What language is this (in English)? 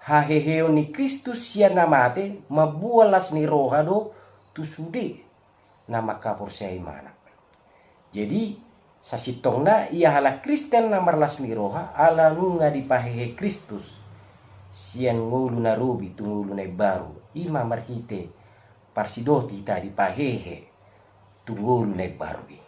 Batak Toba